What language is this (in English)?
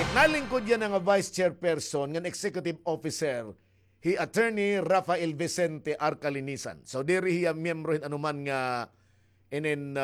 Waray